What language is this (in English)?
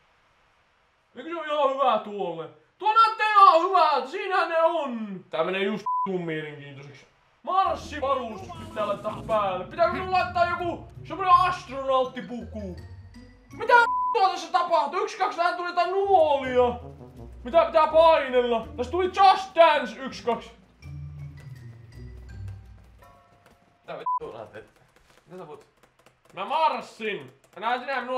Finnish